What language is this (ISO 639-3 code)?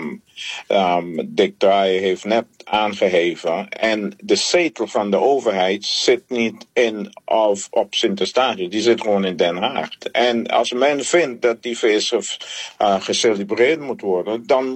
nld